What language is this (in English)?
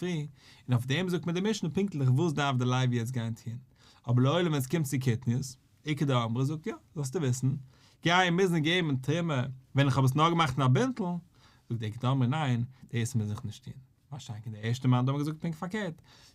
Yiddish